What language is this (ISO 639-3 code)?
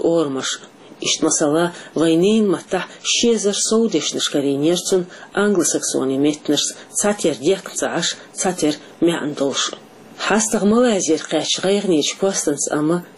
che